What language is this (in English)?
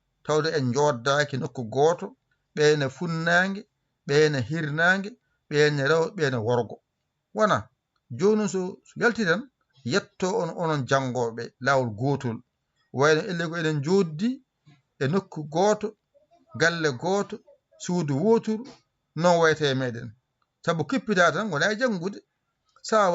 Fula